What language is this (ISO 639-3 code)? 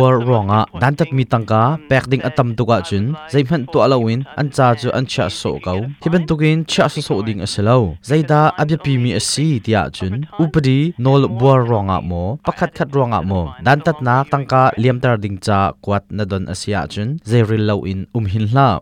cnh